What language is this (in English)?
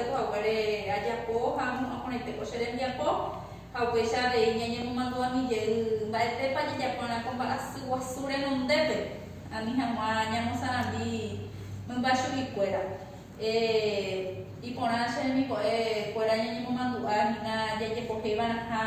Guarani